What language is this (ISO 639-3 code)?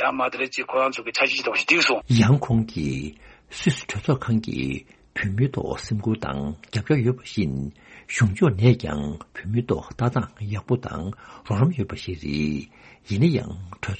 bod